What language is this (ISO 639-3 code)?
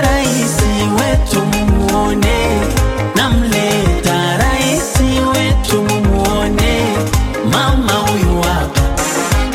swa